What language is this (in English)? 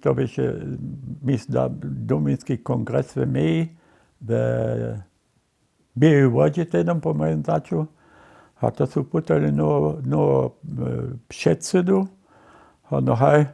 Upper Sorbian